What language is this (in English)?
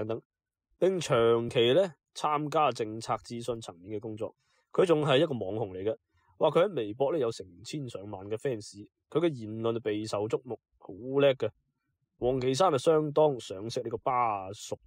Cantonese